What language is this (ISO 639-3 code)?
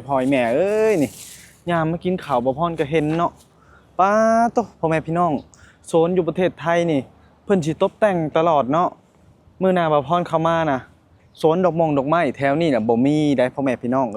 lao